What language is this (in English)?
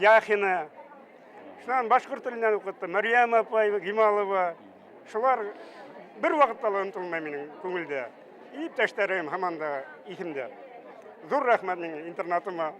Bashkir